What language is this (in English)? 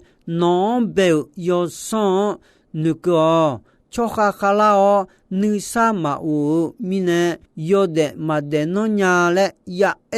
Akha